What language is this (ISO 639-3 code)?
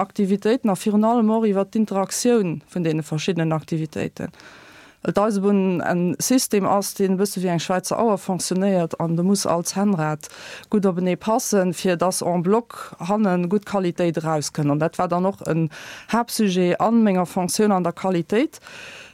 ltz